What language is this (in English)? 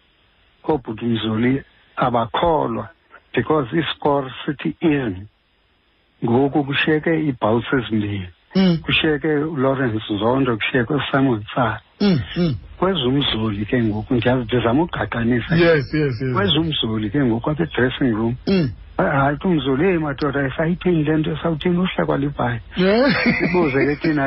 Xhosa